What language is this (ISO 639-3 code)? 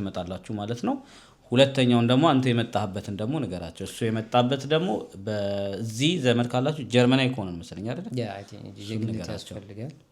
amh